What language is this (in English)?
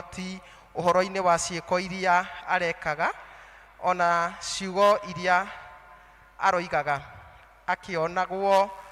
Kikuyu